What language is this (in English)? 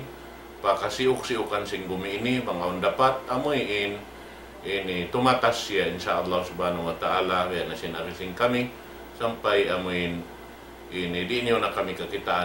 Tausug